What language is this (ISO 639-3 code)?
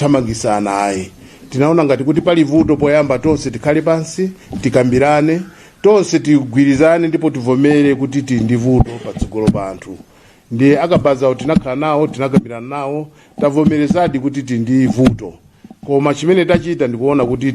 nya